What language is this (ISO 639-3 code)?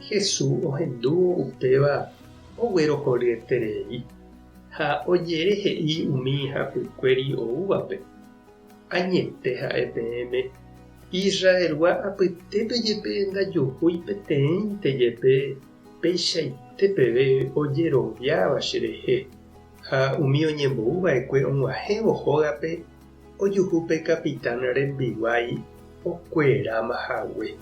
grn